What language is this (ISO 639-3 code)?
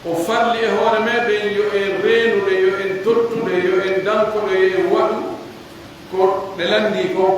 fuf